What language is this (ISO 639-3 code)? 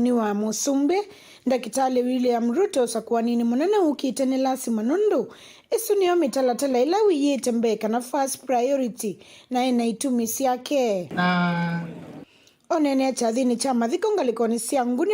kam